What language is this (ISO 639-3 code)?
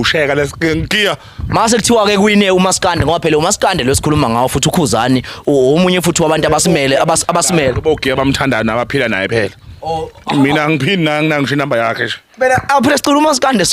zul